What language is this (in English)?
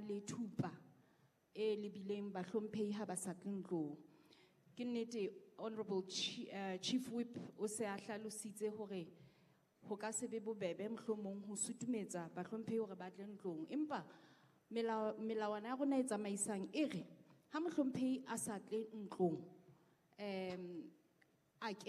Southern Sotho